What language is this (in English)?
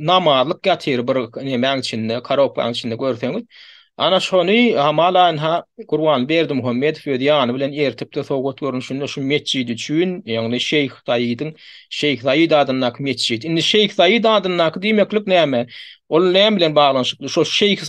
Turkmen